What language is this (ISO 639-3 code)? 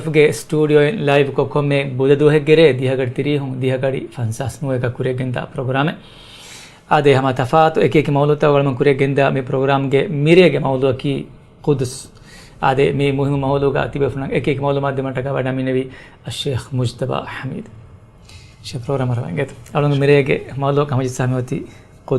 div